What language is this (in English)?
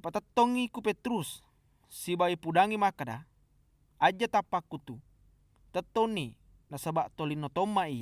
Buginese